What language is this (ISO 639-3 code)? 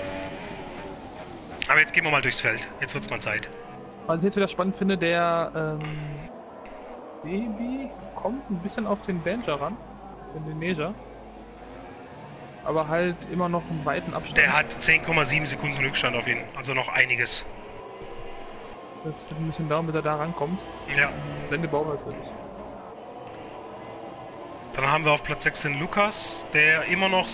deu